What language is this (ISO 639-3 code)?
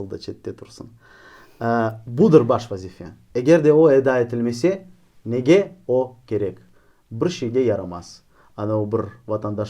crh